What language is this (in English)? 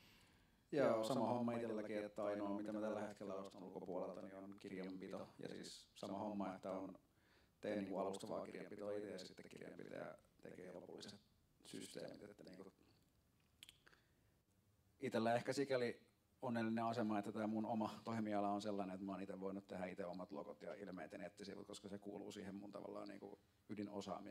Finnish